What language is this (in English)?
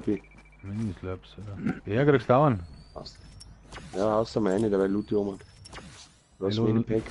Bavarian